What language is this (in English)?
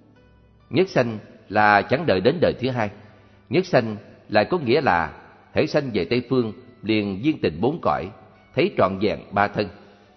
Vietnamese